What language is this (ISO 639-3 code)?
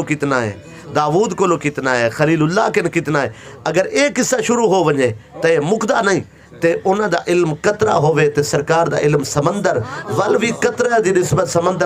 skr